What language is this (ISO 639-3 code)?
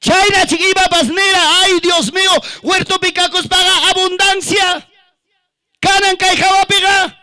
quy